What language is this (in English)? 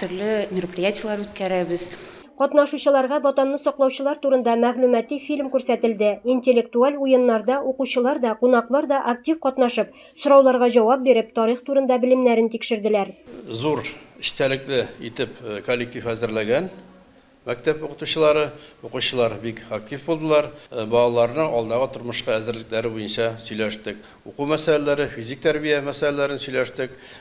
Tatar